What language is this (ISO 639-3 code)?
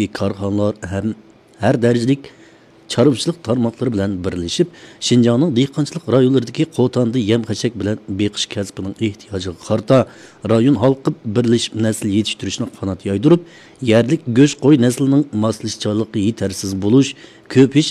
uig